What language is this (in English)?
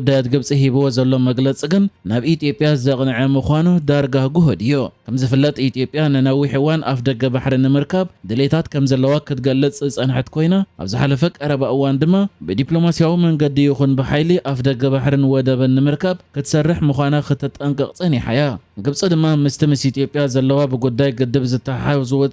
Tigrinya